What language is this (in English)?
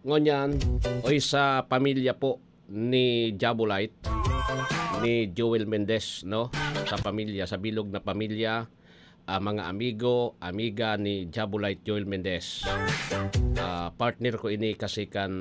Bikol